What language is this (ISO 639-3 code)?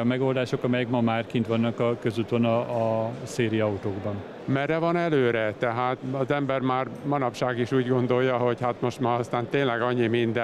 hun